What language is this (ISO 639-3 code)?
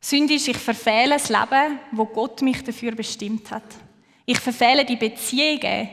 gsw